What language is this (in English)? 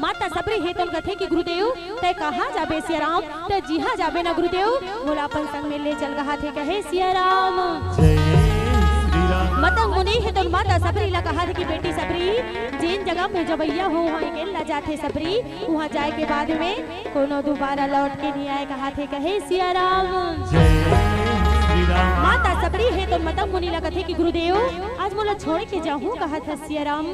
Chhattisgarhi